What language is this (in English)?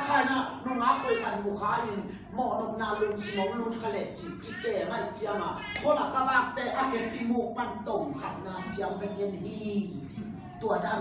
Tedim Chin